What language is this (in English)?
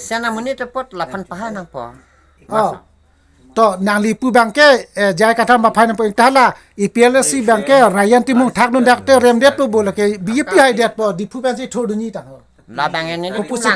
Karbi